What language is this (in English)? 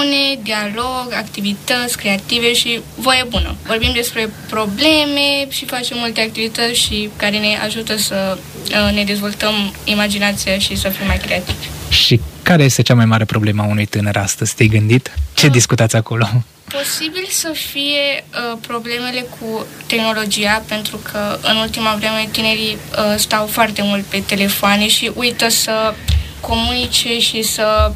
Romanian